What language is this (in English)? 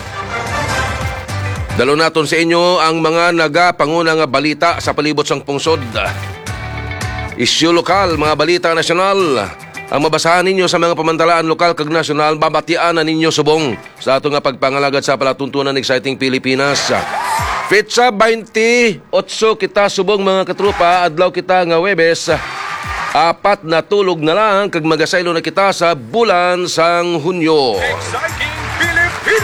Hiligaynon